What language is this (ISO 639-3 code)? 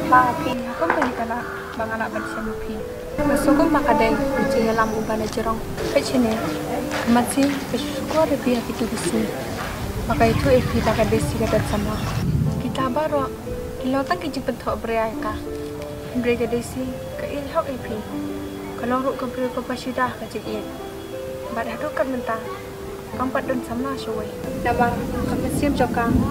kha